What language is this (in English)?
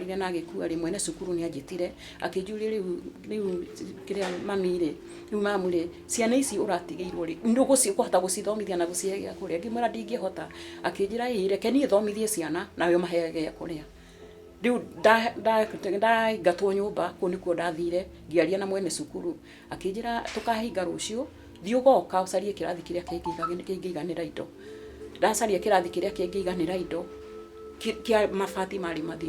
Kikuyu